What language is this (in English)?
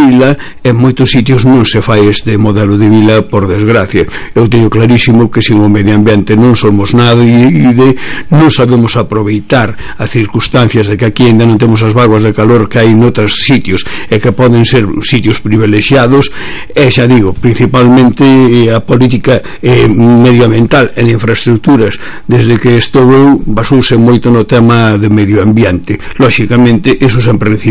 Galician